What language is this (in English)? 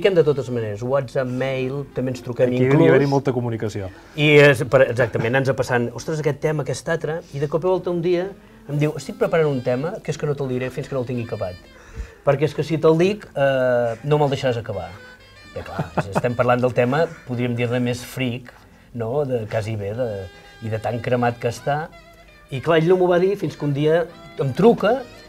Catalan